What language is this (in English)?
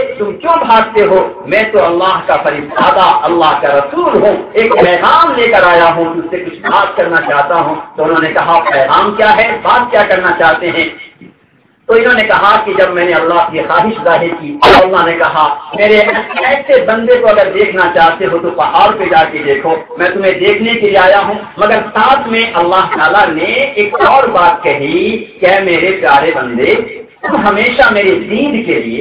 Urdu